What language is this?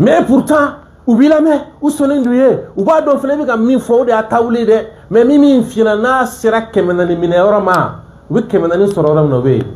Bambara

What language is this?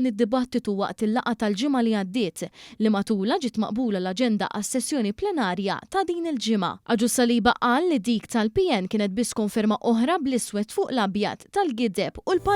Maltese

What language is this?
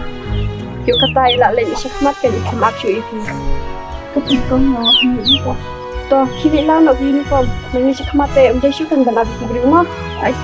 Khasi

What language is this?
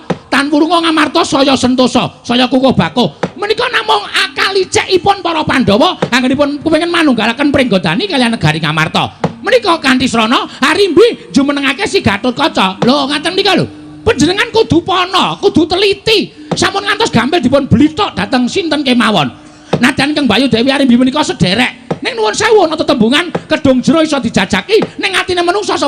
Javanese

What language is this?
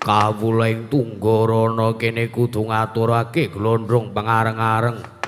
Javanese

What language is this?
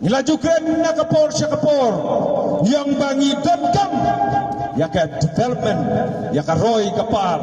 Khasi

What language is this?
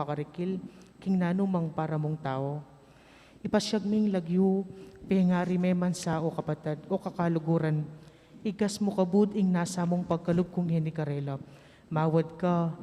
Pampanga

